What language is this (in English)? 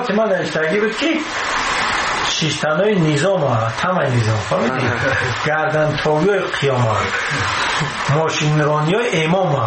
Persian